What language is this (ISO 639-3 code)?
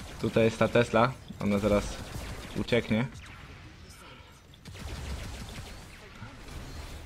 pol